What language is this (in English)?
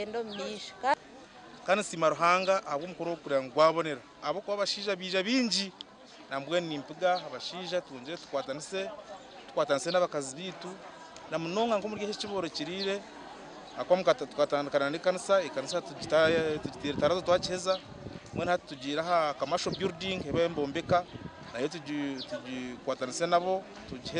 Nyankole